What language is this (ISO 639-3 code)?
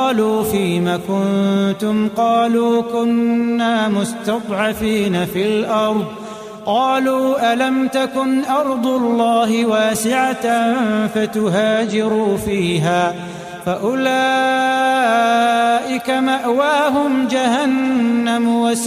ara